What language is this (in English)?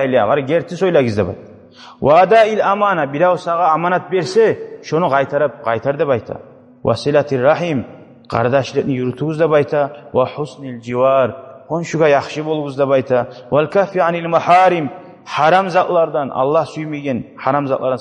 Kumyk